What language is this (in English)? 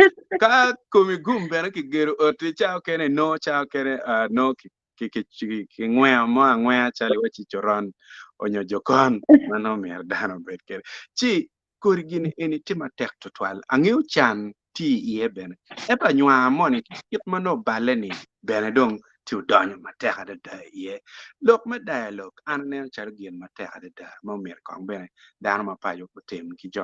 Acoli